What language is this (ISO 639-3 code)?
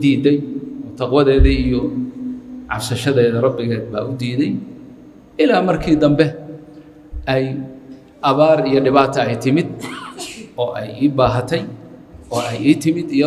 som